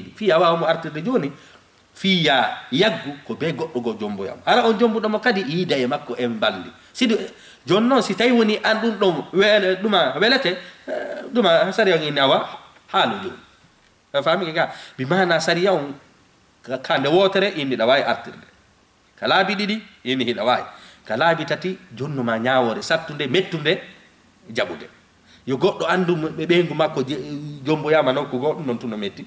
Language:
Fula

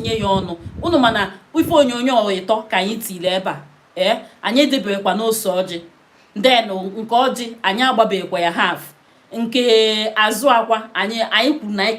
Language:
Igbo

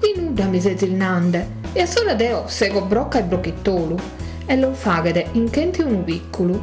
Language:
Sardinian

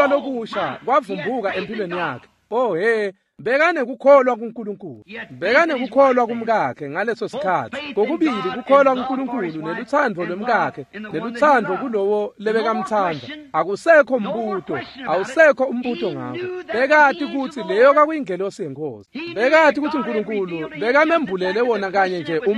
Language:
Swati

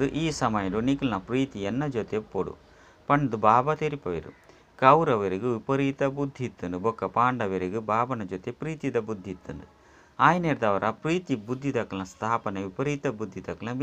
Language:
Tulu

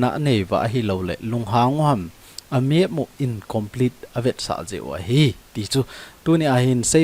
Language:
Thado Chin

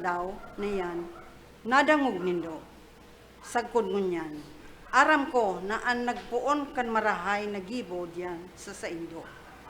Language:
Bikol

